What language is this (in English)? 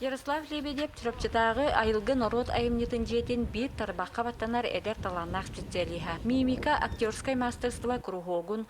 Yakut